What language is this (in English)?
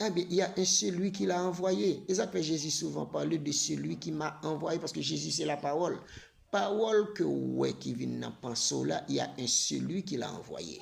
Haitian Creole